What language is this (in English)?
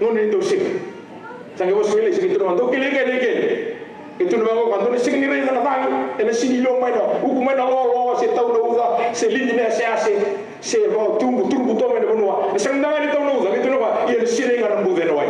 Fijian